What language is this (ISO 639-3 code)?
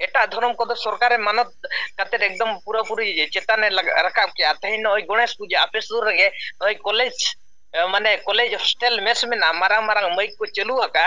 sat